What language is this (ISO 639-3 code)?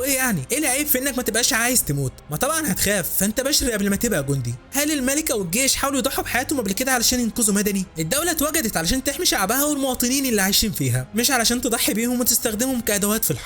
arz